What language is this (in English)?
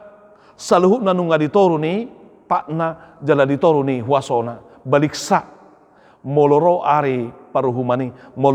Batak Toba